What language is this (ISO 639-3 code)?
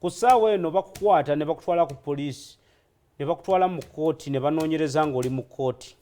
lug